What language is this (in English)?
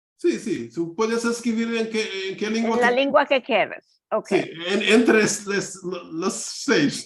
Ladino